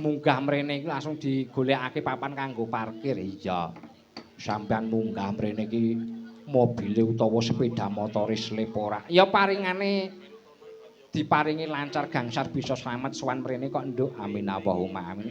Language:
Javanese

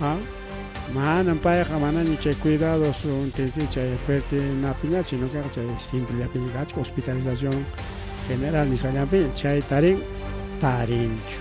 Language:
Ayacucho Quechua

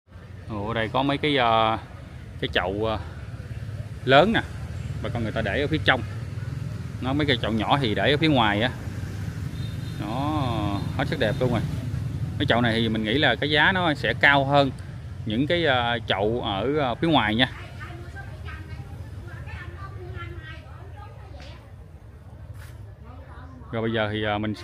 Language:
Vietnamese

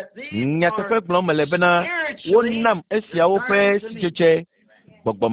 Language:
Ewe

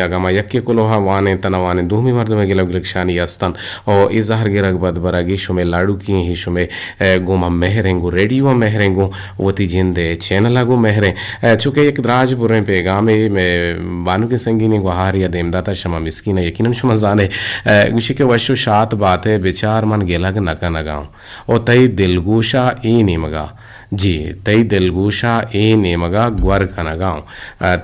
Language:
Eastern Balochi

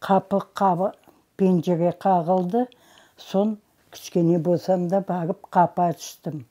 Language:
Crimean Tatar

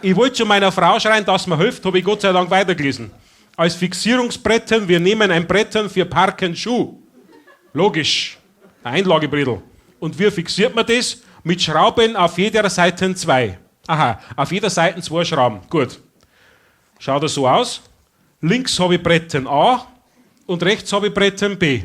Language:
Bavarian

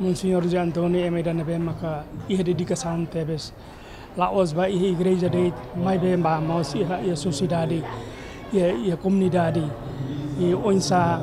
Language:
Tetum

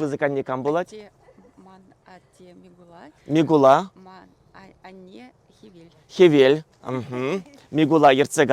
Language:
Chuvash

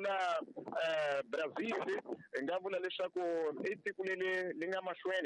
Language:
Tsonga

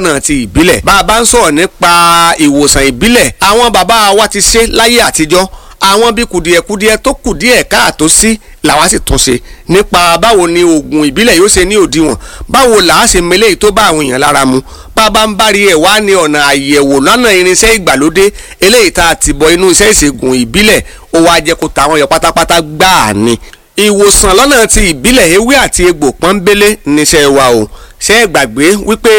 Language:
Yoruba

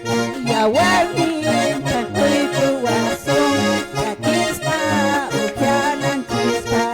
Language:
Quechua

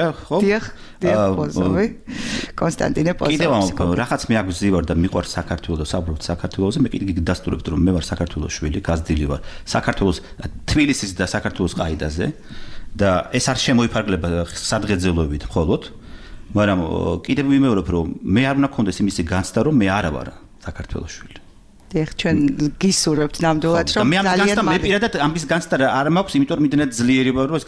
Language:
Georgian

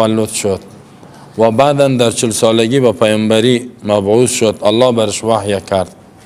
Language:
Persian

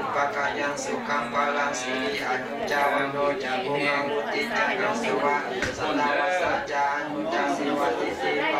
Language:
Pali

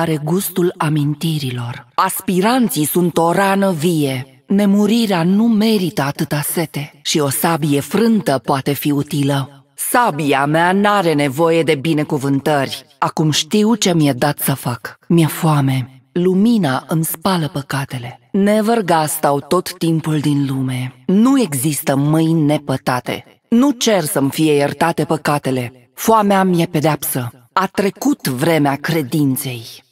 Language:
Romanian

